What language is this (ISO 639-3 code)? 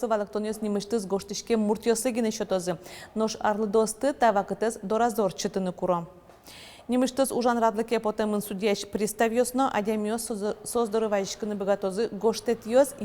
udm